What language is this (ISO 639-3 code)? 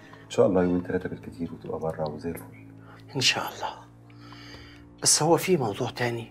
arz